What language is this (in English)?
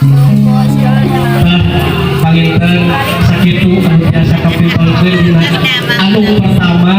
Sundanese